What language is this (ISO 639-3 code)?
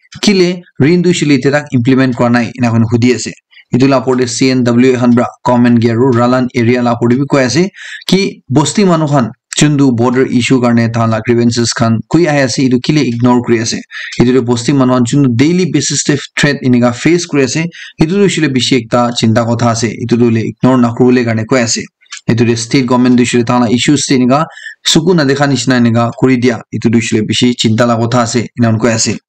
nag